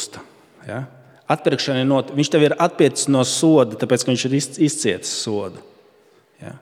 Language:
Latvian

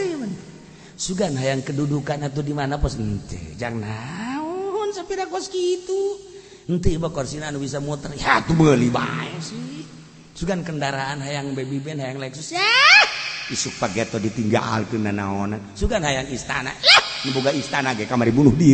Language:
Sundanese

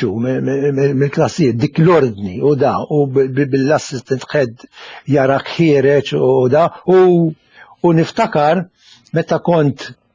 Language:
Maltese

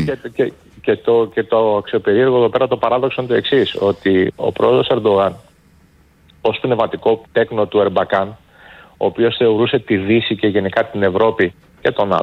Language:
Greek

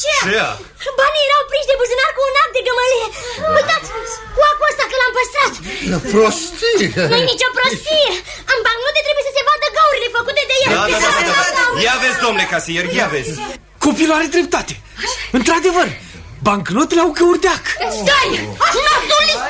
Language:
Romanian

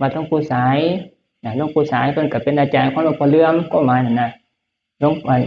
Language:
Northeastern Thai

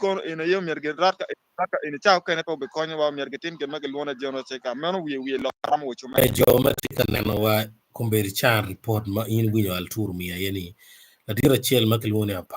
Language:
Acoli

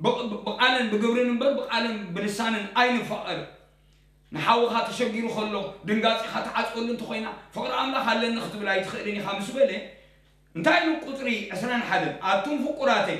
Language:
Tigrinya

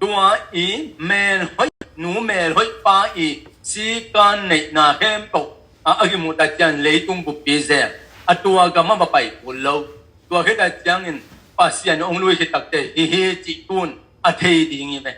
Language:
Tedim Chin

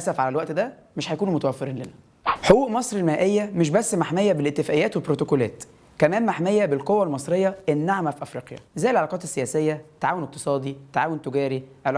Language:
Egyptian Arabic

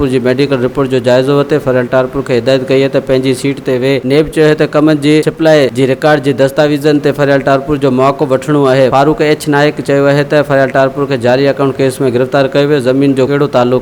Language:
Sindhi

